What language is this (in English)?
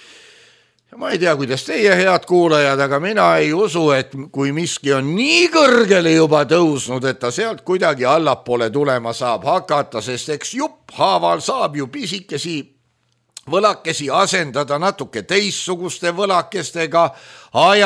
Estonian